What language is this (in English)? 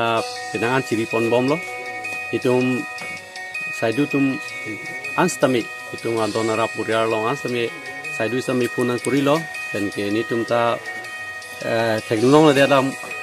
Karbi